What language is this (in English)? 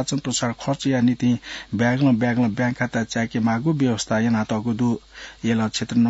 Newari